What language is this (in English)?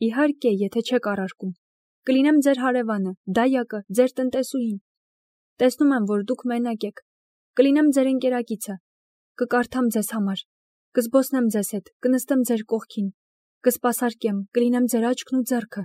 Armenian